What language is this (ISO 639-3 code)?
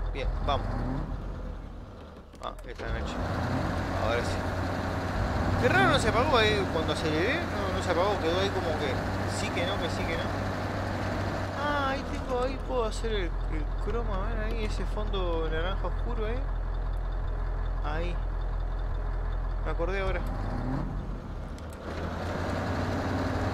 spa